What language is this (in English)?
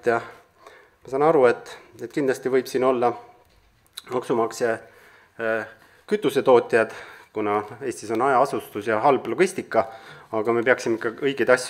Estonian